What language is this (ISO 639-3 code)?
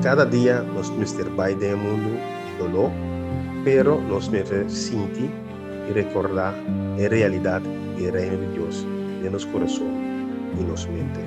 pap